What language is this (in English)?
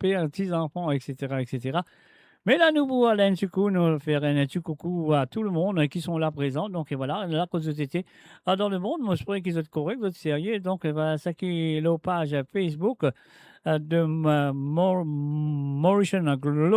Morisyen